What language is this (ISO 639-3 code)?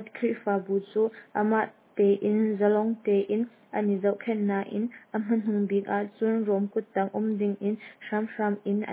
cnh